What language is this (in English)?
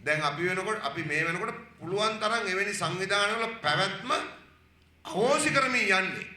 Sinhala